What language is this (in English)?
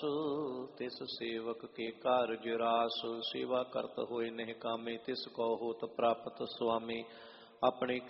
Punjabi